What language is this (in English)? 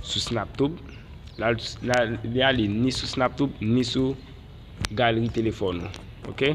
Haitian Creole